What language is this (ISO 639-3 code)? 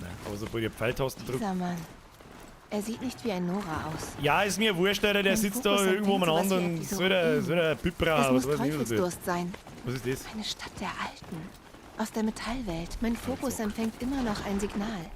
bar